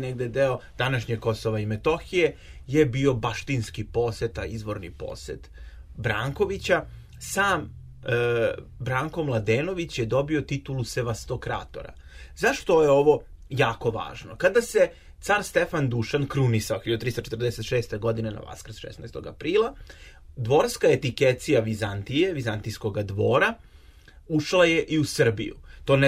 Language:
Serbian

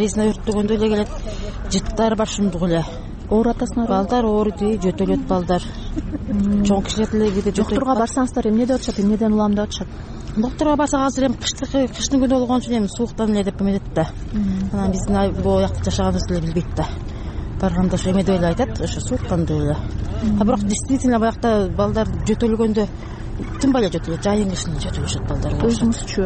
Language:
Kyrgyz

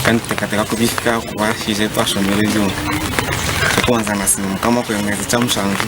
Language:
Nyankole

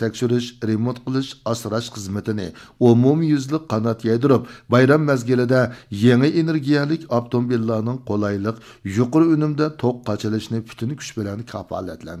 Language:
Uyghur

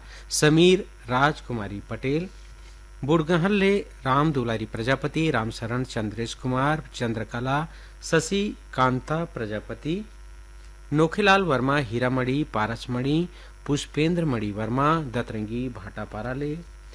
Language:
Chhattisgarhi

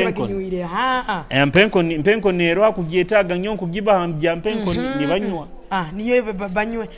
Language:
Nyoro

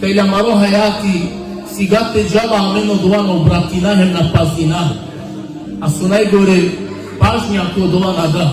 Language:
Balkan Romani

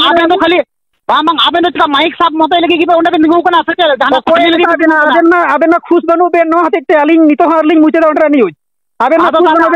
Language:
Santali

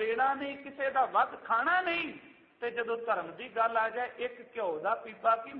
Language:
Punjabi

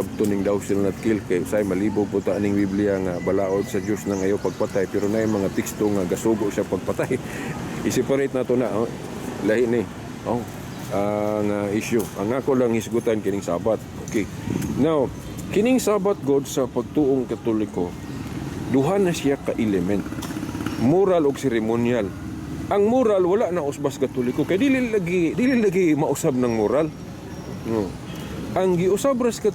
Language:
Cebuano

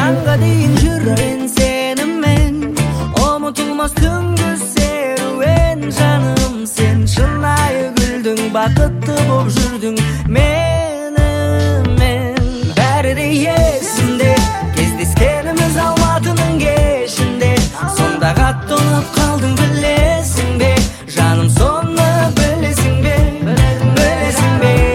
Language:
Kazakh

